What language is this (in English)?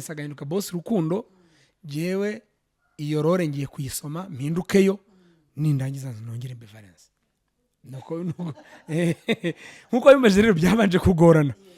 Kinyarwanda